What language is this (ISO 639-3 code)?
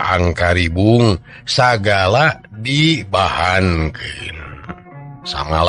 sun